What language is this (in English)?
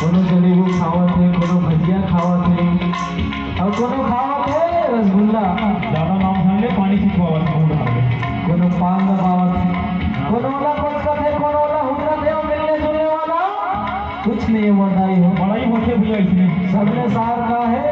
Chhattisgarhi